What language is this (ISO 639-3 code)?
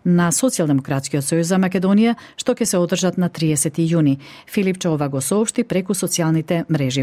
mkd